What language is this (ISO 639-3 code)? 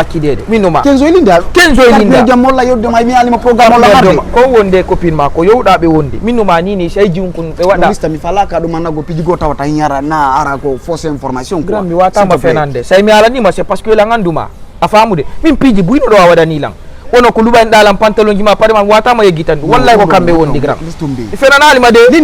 ful